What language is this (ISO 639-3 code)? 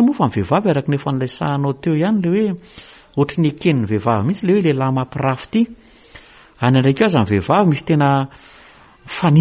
mlg